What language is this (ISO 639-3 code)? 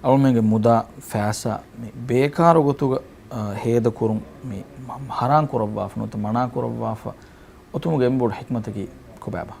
div